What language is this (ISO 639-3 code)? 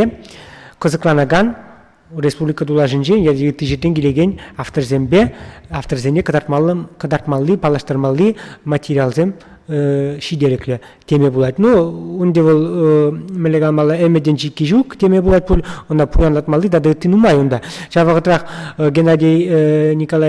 chv